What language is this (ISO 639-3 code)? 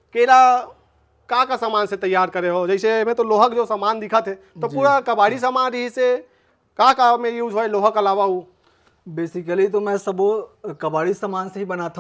hne